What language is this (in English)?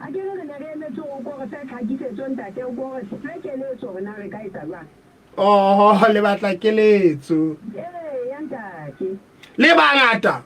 Southern Sotho